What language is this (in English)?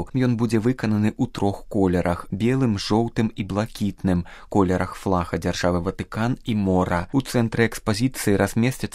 Belarusian